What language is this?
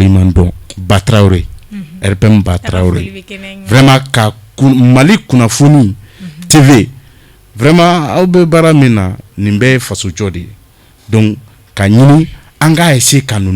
Bambara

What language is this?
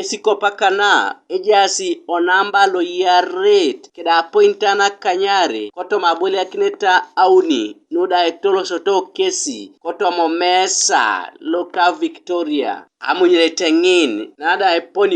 Teso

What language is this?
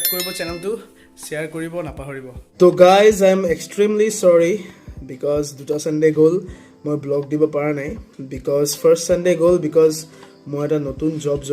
Assamese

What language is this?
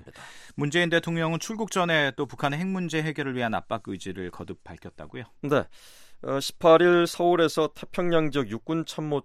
Korean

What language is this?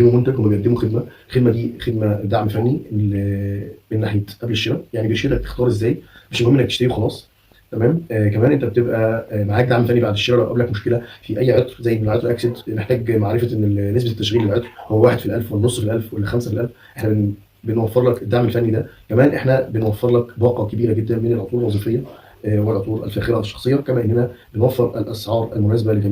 Egyptian Arabic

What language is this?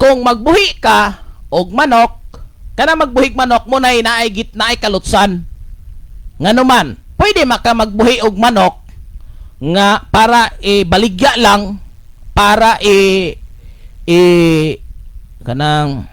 Cebuano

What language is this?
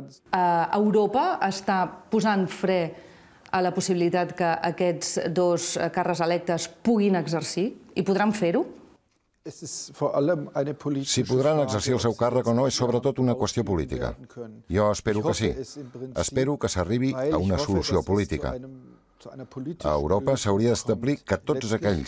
Catalan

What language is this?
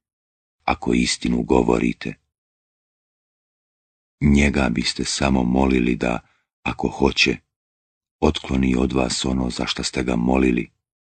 Bosnian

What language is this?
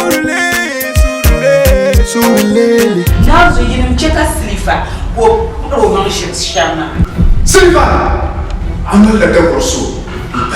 Dagbani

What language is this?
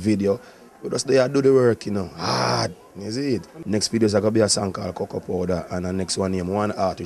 Jamaican Creole English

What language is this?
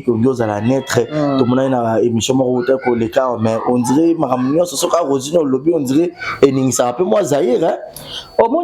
Lingala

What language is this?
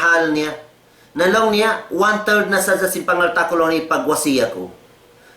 Tausug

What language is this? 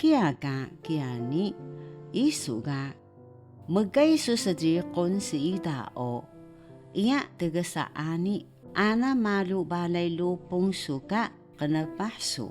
Taroko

